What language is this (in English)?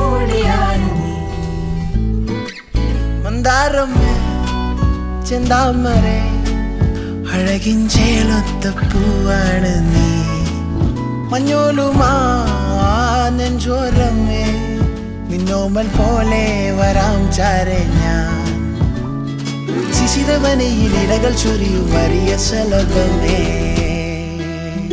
Malayalam